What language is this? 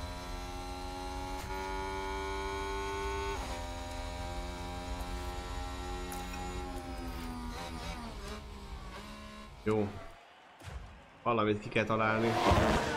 Hungarian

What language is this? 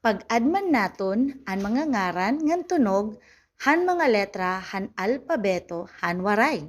Waray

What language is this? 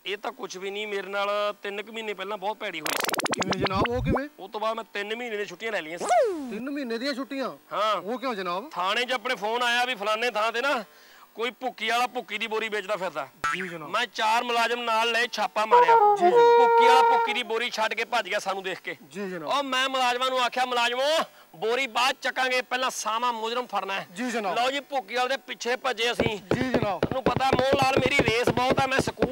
Punjabi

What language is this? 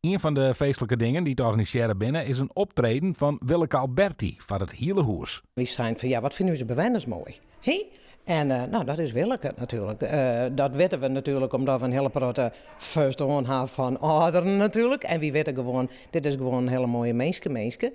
Western Frisian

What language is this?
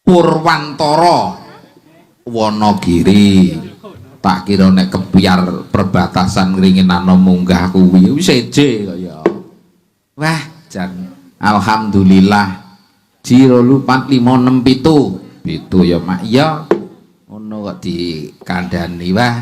Javanese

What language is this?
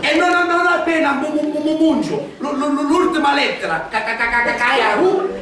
Sicilian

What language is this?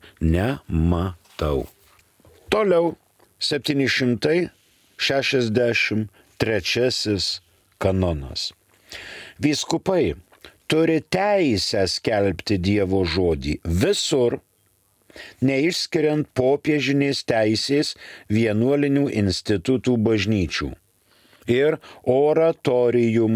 Lithuanian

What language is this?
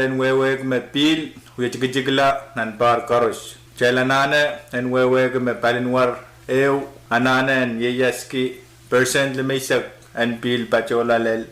Pohnpeian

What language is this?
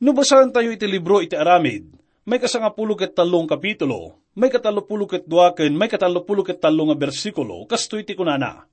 Iloko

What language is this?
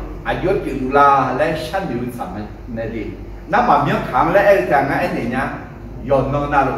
Akha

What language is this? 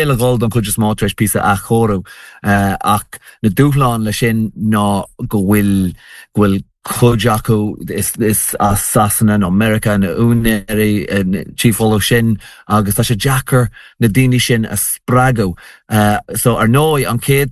Irish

